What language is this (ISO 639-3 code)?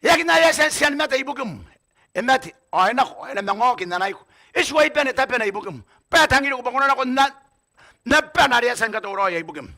gil